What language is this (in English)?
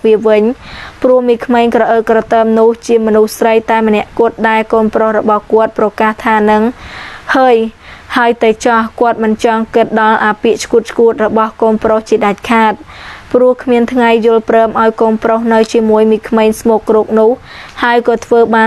Khmer